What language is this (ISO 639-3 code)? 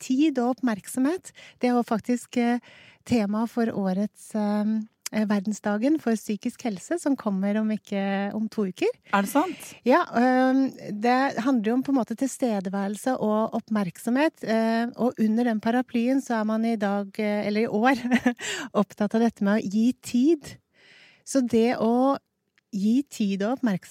nor